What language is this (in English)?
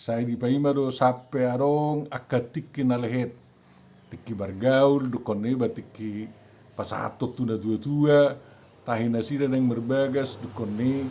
Batak Toba